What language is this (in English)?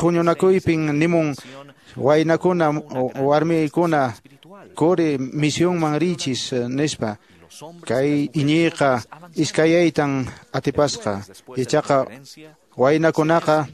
Quechua